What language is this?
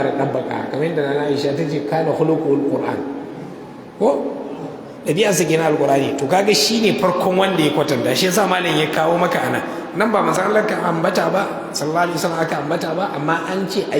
Hausa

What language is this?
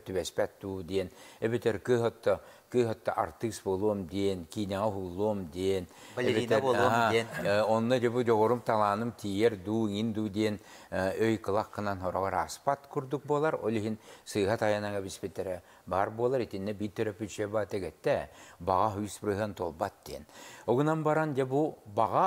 Yakut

